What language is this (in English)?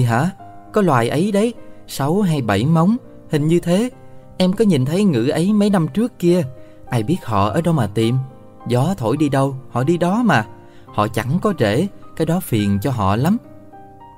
Vietnamese